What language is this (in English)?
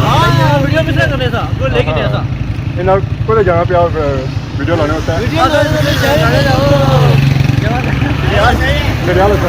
Pahari-Potwari